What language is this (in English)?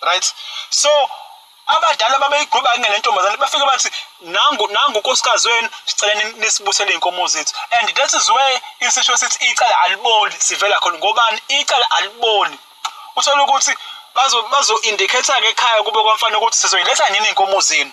Zulu